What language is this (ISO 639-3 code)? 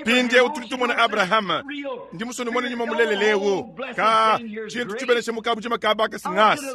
lua